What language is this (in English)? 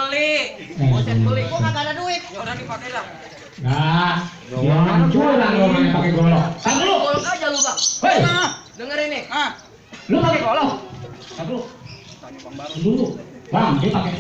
Betawi